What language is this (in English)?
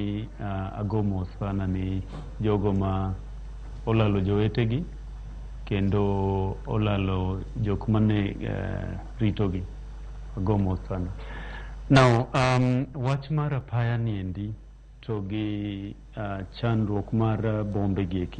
Luo (Kenya and Tanzania)